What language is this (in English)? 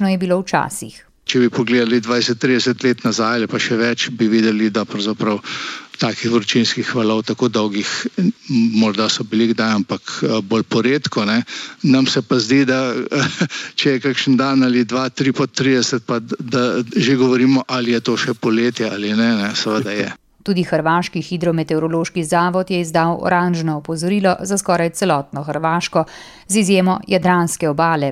Slovenian